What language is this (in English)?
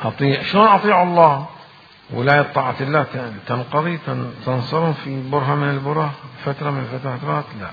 Mesopotamian Arabic